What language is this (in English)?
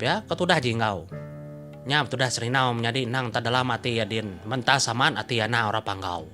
Iban